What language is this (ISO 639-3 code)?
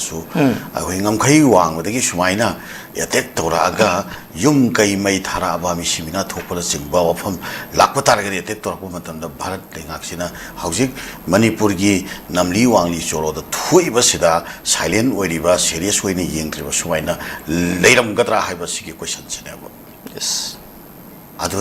mni